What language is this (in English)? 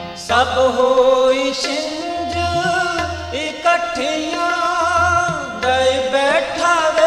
Punjabi